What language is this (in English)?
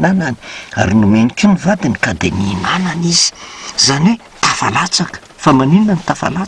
Malagasy